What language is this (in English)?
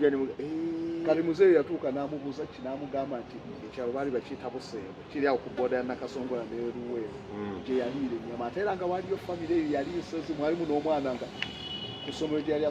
Ganda